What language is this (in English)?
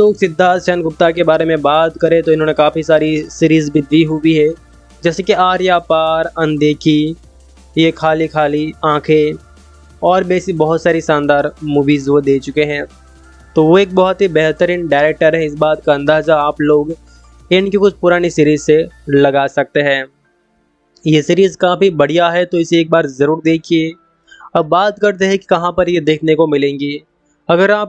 Hindi